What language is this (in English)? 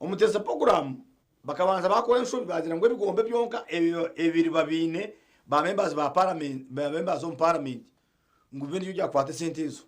Nyankole